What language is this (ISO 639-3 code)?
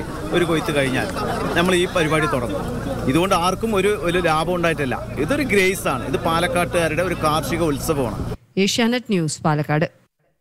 mal